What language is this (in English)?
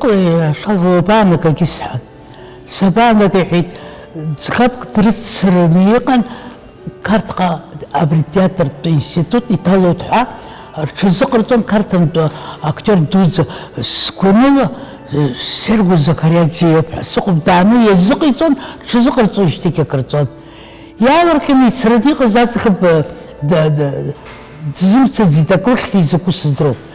Abkhazian